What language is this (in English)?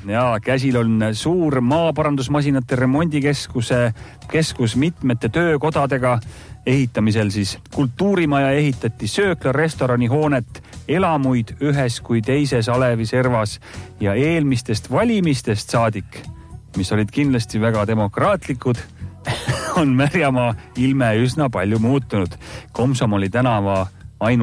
Estonian